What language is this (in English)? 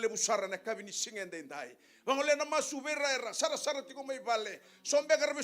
Fijian